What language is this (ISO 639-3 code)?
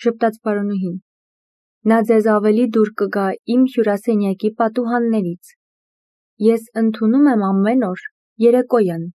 hye